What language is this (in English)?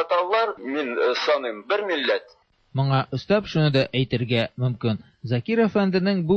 Tatar